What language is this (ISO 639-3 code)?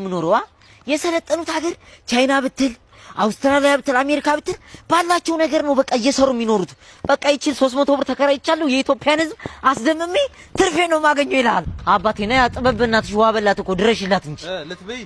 amh